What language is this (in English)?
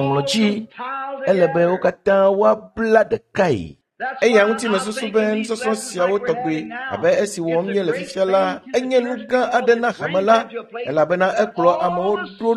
Ewe